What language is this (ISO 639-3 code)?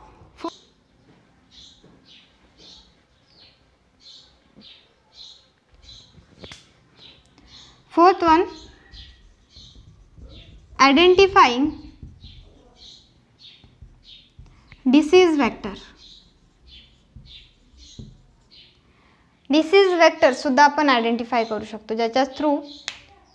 mar